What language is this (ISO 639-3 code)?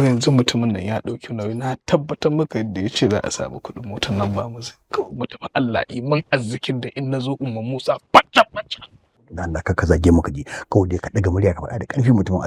hau